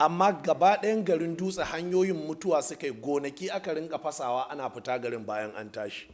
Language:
Hausa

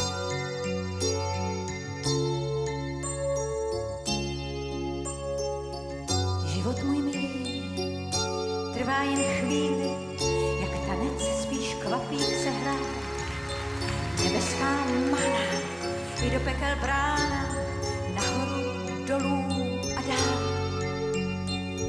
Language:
Czech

